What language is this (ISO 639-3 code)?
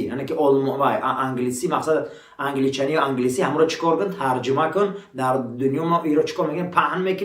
tgk